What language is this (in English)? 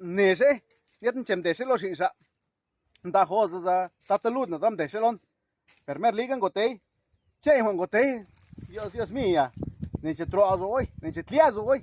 Zapotec